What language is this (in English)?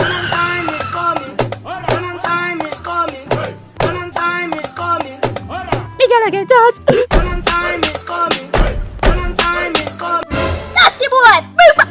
Jamaican Creole English